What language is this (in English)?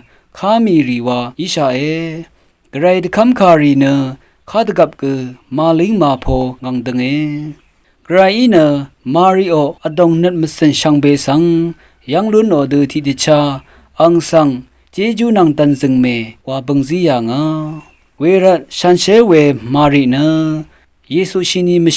Rawang